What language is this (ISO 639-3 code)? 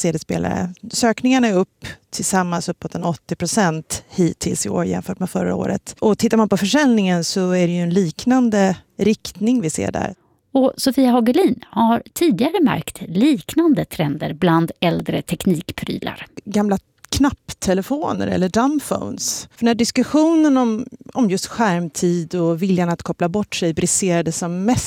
swe